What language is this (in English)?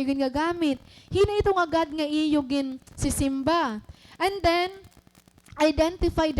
Waray